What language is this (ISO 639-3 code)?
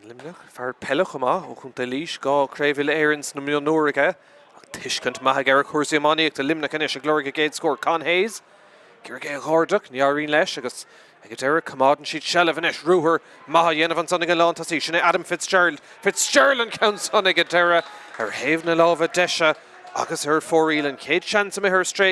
gle